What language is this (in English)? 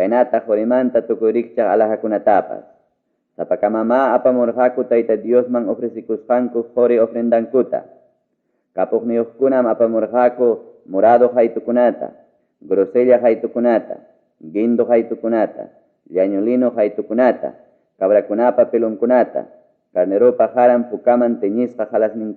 Ayacucho Quechua